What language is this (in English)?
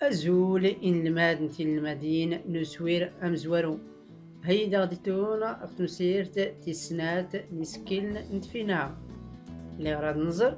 Tachelhit